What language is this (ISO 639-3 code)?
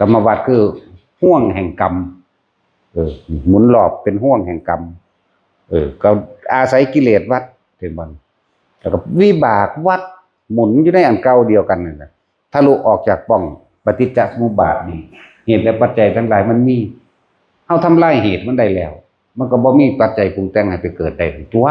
tts